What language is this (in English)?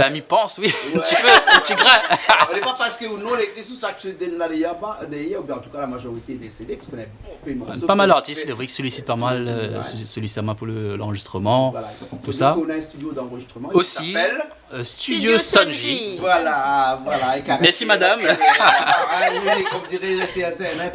Réunion Creole French